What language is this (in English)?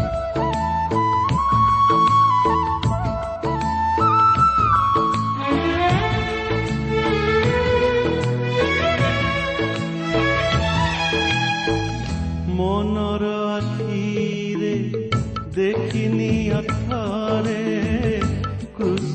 Odia